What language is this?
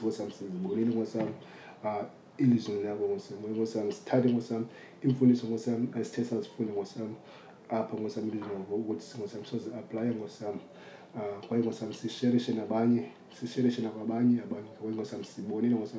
Xhosa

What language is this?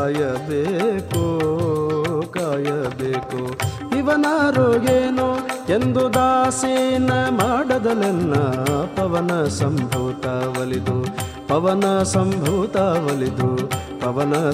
Kannada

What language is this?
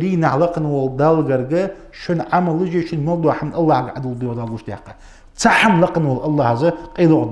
Ingush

